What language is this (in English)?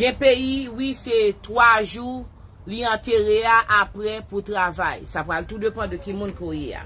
Haitian Creole